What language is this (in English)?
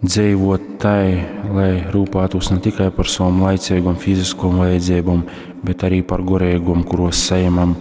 Latgalian